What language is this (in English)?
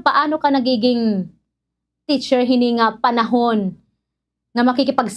Waray